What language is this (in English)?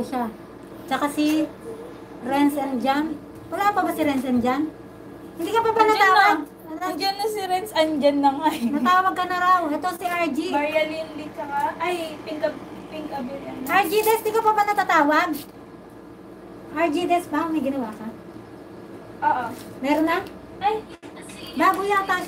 Filipino